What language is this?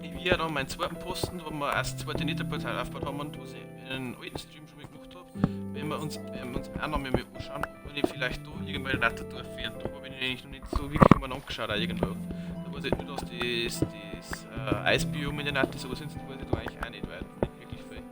Bavarian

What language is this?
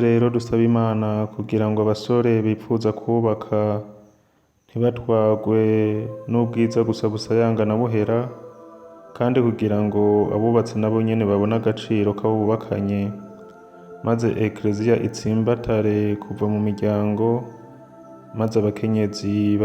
Rundi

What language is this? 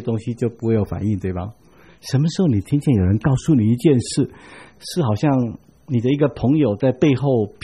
Chinese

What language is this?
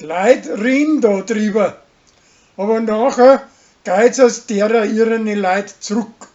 Bavarian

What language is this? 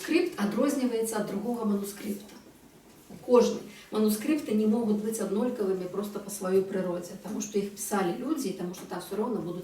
Belarusian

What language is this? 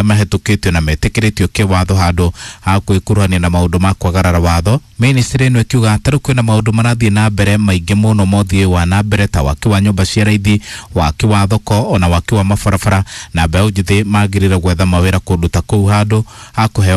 Kikuyu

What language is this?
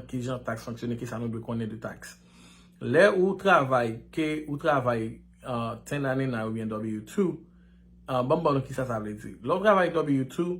Haitian Creole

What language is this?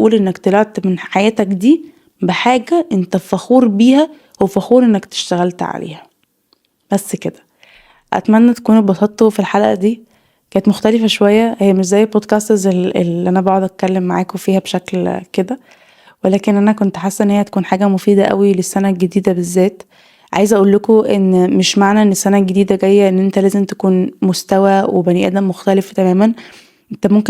Egyptian Arabic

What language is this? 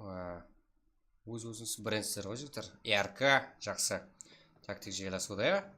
Kara-Kalpak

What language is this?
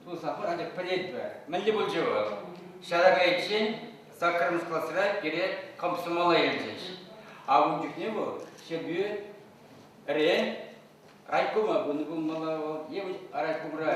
Chuvash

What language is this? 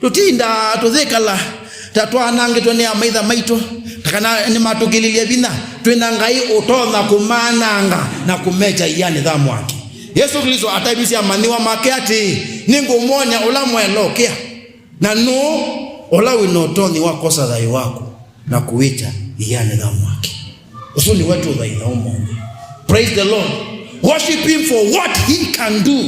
Kamba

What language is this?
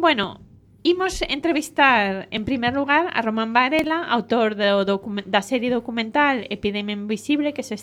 Galician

